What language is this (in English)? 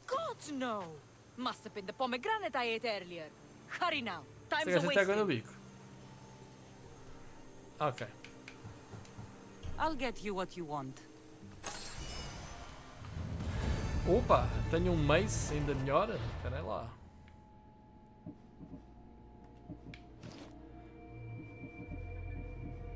Portuguese